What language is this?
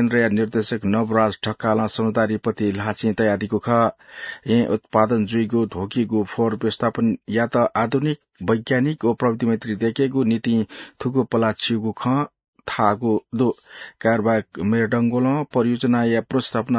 Newari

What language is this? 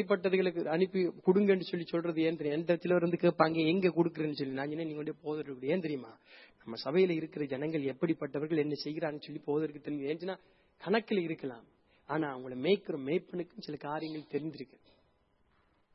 Tamil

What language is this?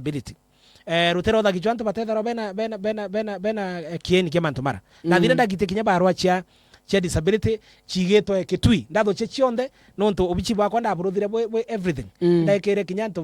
Meru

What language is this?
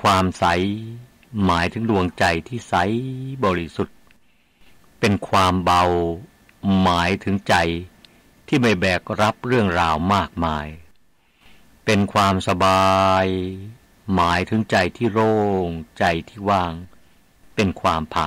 Thai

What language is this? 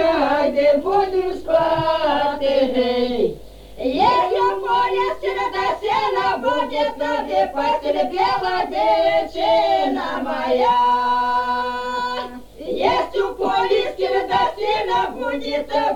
Ukrainian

